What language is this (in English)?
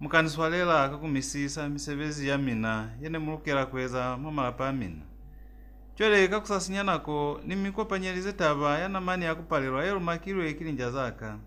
Lozi